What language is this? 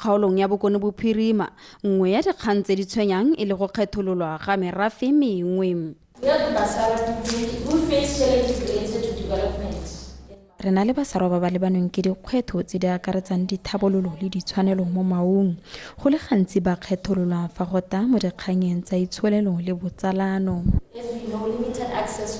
Tswana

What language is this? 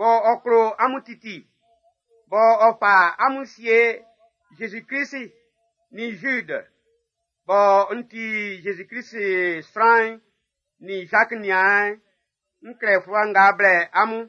Baoulé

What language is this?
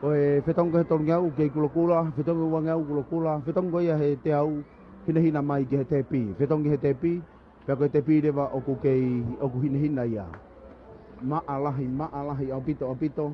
Tongan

